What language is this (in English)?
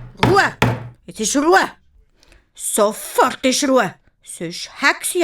Swiss German